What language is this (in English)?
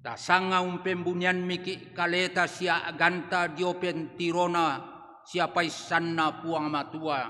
Toraja-Sa'dan